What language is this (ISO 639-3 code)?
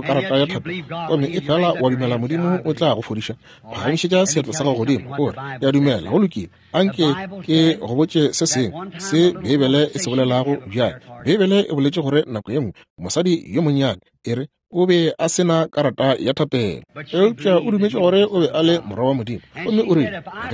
nso